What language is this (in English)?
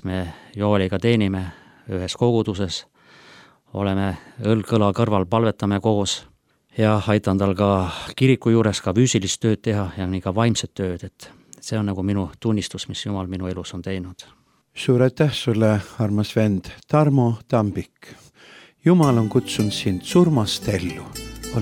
Estonian